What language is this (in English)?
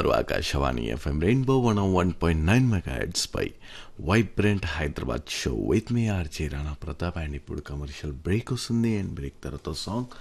Telugu